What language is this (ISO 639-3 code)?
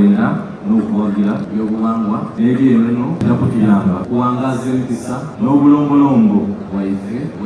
xog